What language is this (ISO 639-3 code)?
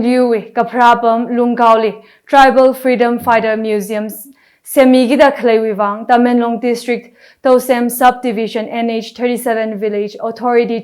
nmf